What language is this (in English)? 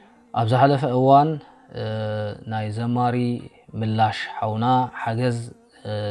Tigrinya